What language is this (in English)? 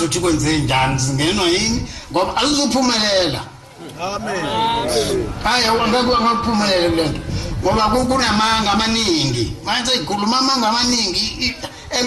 Zulu